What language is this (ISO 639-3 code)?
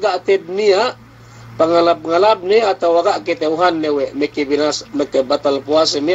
yka